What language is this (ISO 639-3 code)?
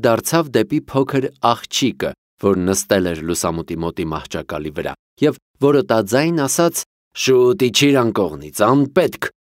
hye